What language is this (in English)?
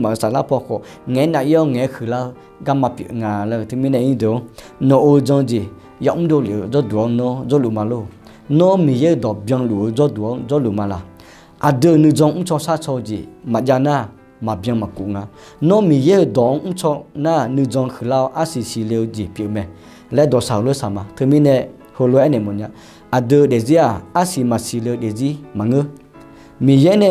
Akha